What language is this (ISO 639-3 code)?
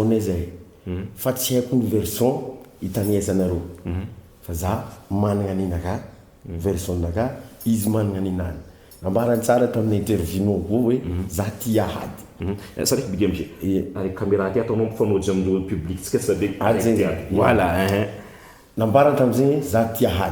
mlg